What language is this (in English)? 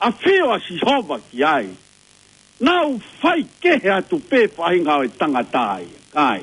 Tongan